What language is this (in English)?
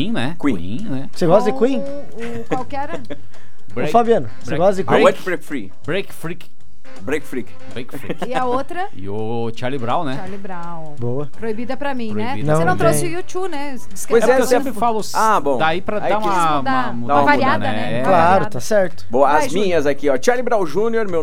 Portuguese